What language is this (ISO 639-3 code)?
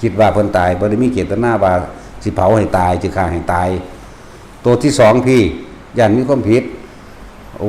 lao